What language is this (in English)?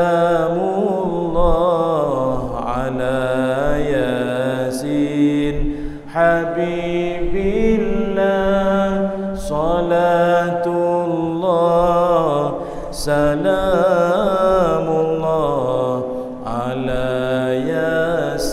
Malay